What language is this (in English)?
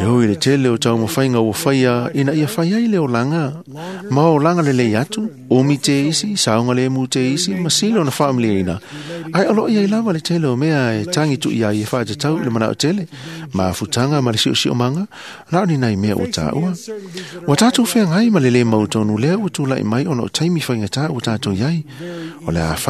Samoan